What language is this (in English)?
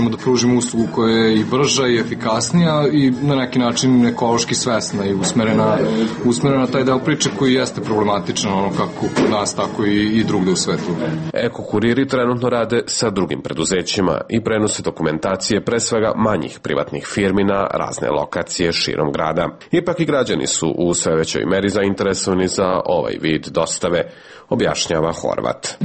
Serbian